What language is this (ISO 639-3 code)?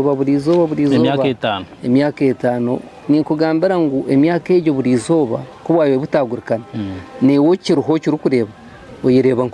nyn